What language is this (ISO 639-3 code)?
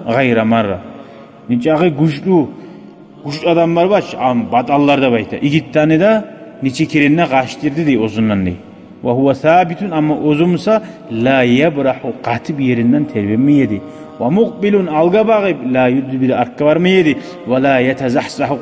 kum